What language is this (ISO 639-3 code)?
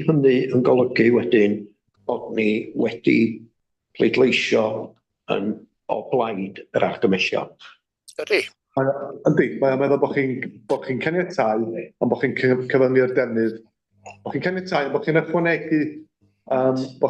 cym